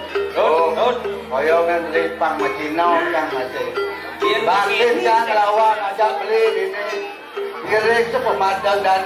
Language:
Balinese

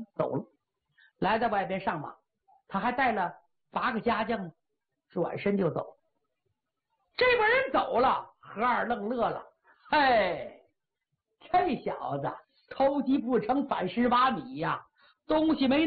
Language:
Chinese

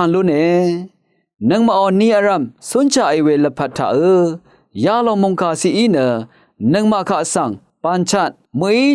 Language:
Rawang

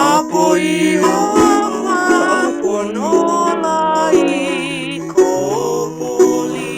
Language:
Hawaiian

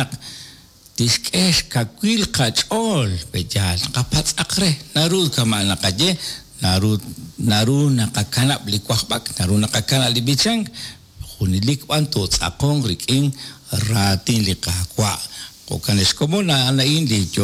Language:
Kekchí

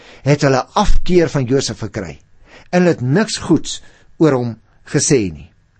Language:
Afrikaans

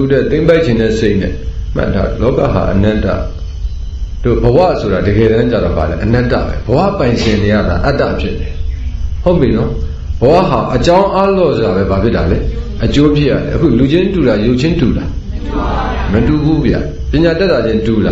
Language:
Burmese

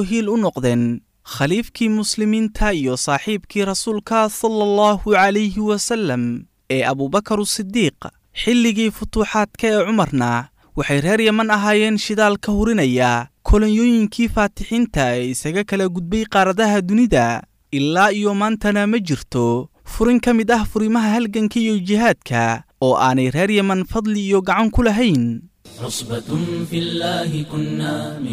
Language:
Somali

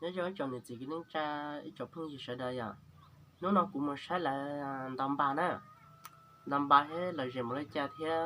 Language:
Hmong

